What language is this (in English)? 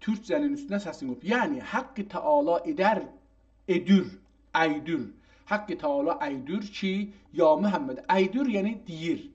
South Azerbaijani